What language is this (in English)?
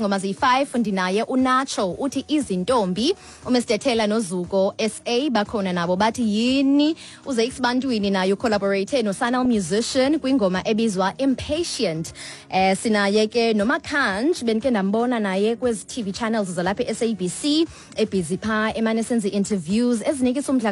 Xhosa